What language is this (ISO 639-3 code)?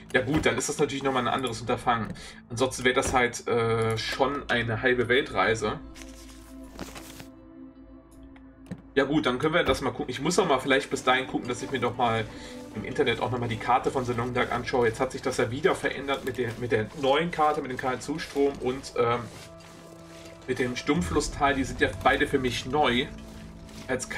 deu